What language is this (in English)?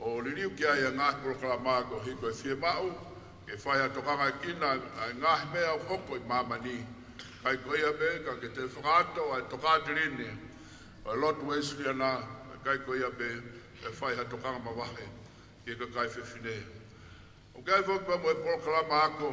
Tongan